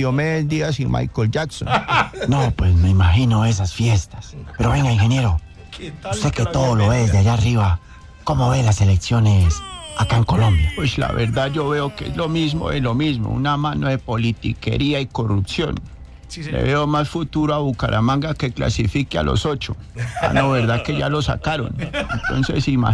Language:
Spanish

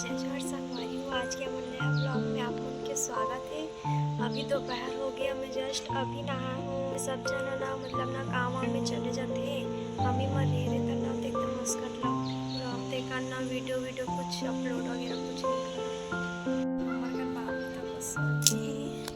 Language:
Chhattisgarhi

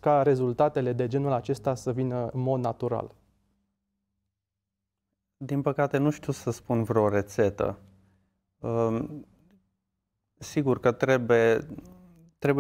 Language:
Romanian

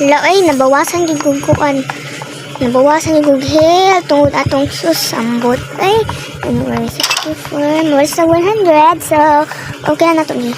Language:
Cebuano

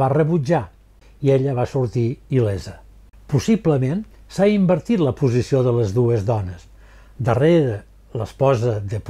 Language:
Catalan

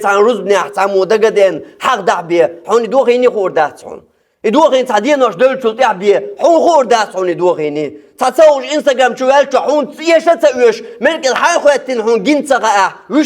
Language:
Chechen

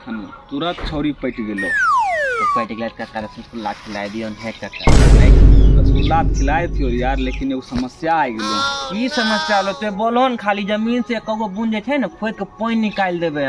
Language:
Maithili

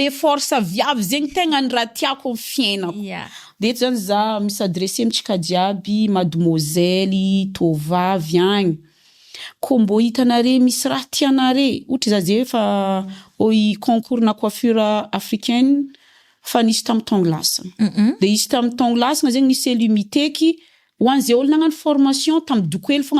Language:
Malagasy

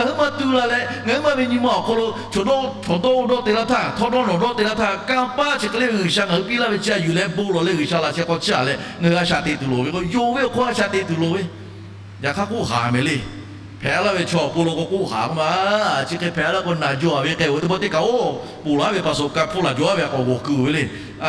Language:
Lahu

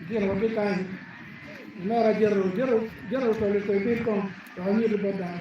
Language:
Acoli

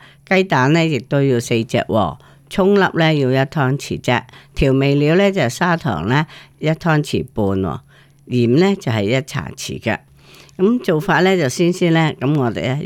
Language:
Cantonese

